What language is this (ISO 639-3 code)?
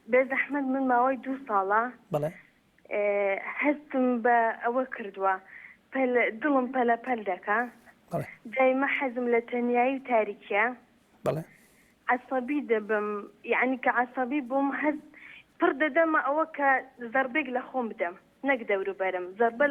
ckb